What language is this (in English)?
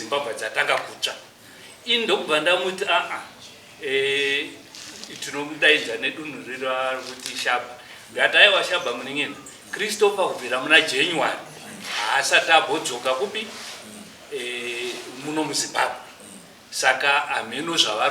Shona